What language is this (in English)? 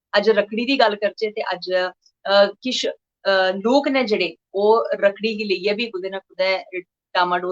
Dogri